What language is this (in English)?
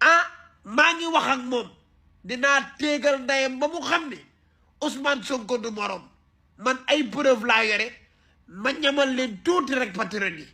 Wolof